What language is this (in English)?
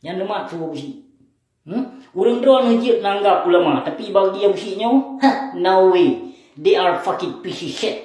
Achinese